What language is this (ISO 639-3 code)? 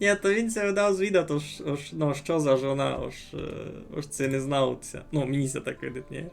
rue